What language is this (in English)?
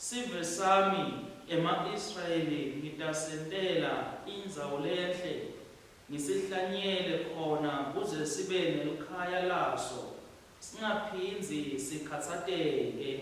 Swati